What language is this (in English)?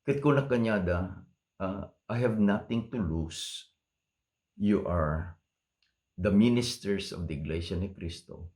Iloko